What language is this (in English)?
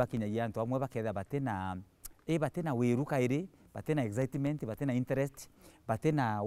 Meru